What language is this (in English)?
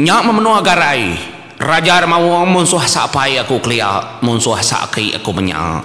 Iban